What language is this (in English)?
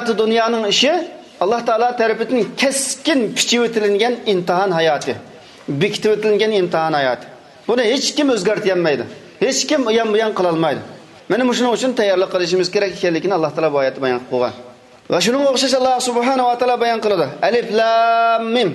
Uyghur